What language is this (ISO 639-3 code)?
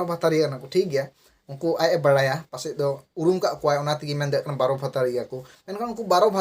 sat